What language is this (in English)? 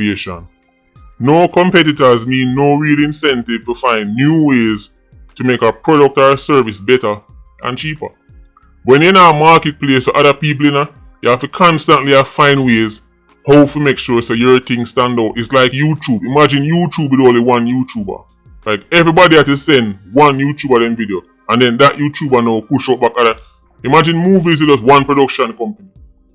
Jamaican Creole English